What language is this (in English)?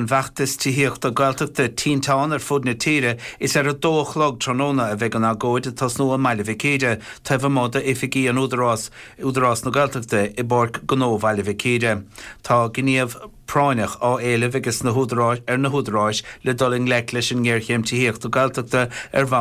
Irish